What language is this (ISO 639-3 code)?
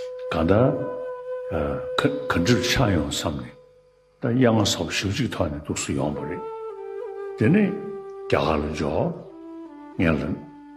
bod